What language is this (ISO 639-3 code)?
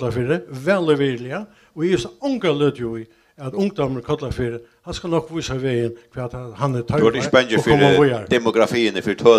fao